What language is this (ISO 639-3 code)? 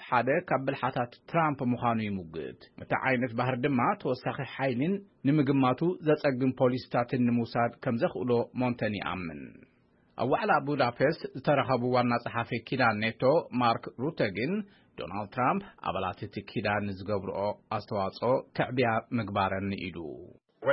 tir